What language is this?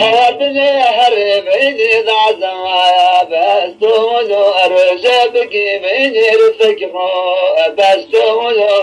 Zaza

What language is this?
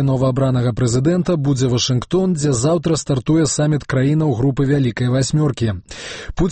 Belarusian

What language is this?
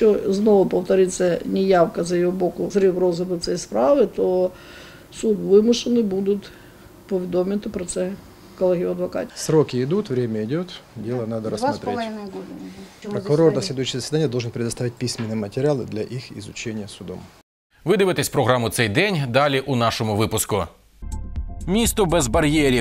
Ukrainian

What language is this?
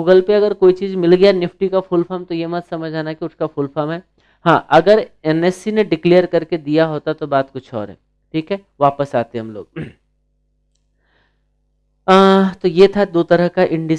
Hindi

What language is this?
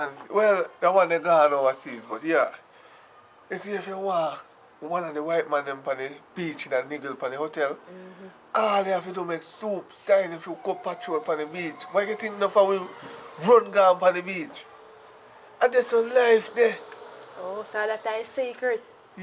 Jamaican Creole English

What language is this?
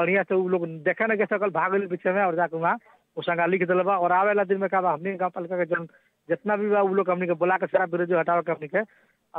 Bhojpuri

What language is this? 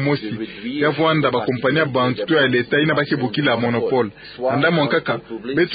Kituba (Democratic Republic of Congo)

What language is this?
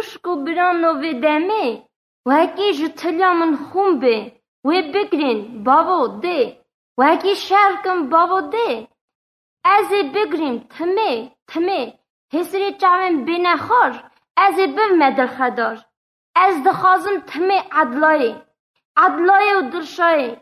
Kurdish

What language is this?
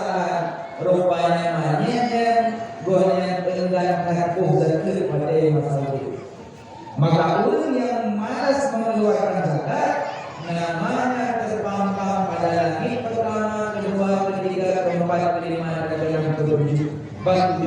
Achinese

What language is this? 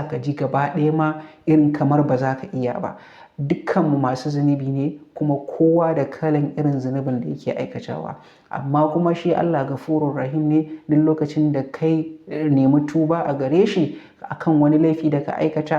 Hausa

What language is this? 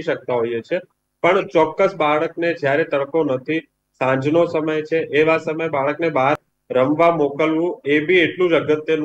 Gujarati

